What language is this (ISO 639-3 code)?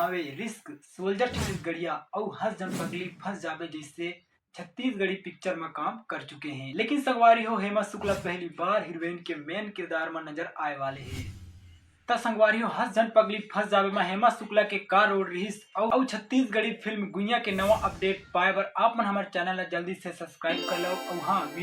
hne